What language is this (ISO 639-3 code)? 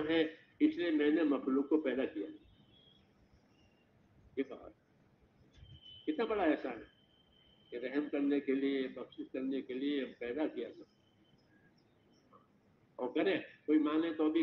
urd